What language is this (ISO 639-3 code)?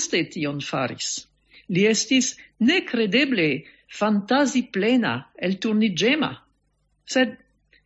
epo